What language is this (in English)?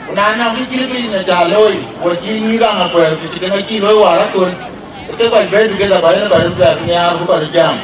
Dinka